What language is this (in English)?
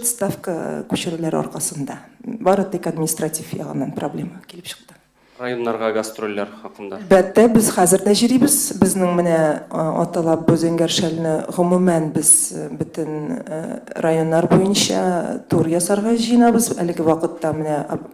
Tatar